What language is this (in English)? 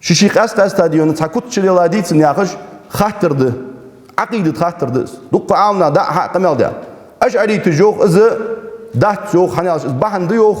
Ingush